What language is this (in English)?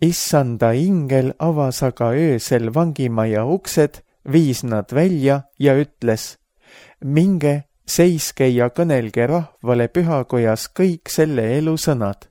Estonian